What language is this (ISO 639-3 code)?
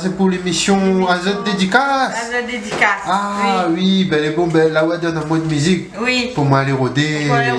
rcf